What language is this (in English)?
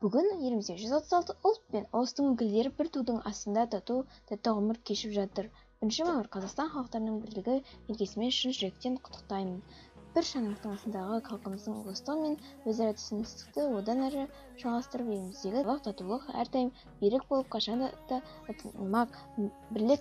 Kazakh